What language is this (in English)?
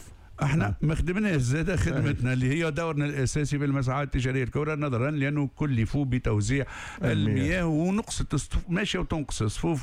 Tunisian Arabic